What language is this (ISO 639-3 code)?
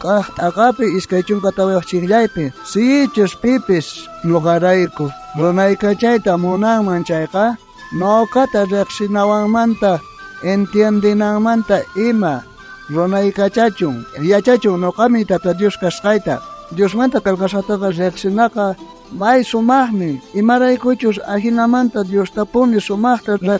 quh